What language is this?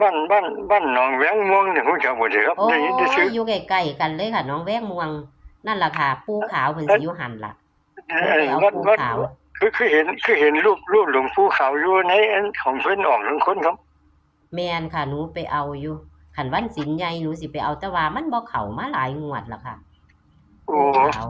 Northeastern Thai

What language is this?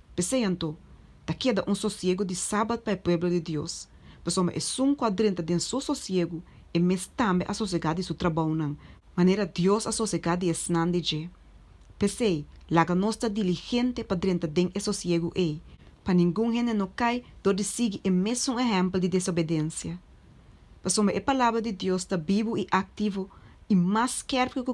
Papiamento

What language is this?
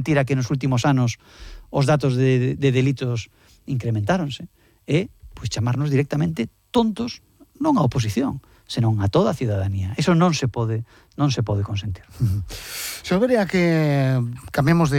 Galician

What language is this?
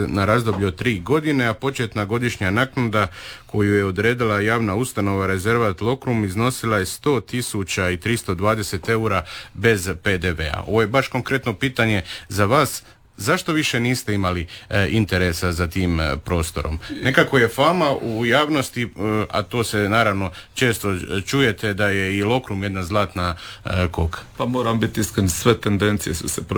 Croatian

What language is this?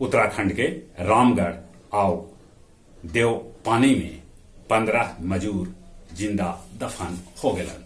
Magahi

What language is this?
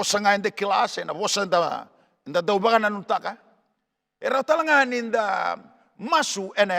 Fijian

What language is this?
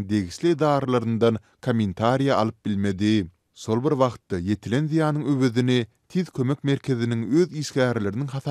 Turkmen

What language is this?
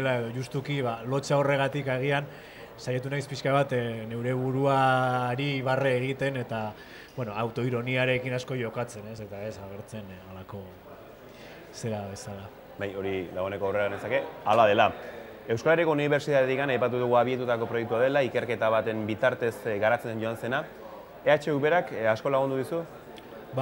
Basque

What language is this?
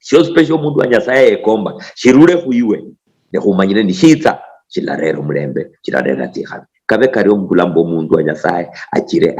Luyia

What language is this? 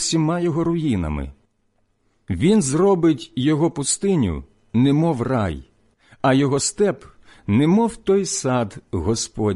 Ukrainian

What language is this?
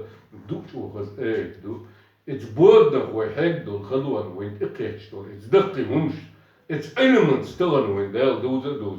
Chechen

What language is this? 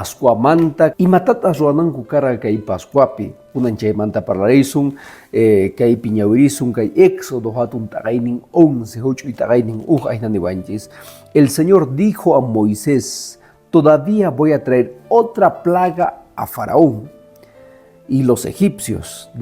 Quechua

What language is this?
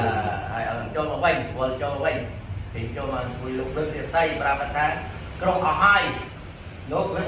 Khmer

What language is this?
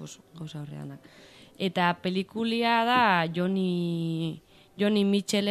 Basque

